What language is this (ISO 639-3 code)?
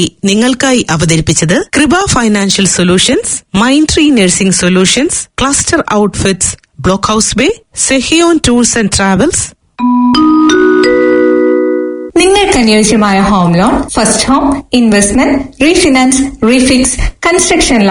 mal